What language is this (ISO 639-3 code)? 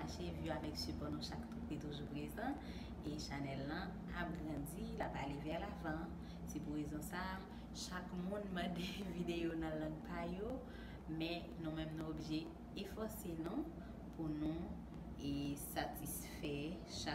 hat